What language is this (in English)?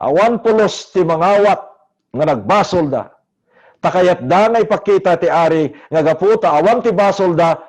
Iloko